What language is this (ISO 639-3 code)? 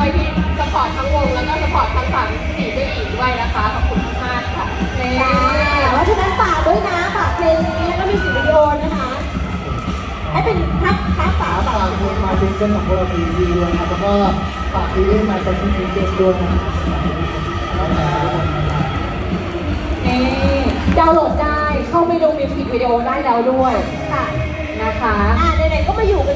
tha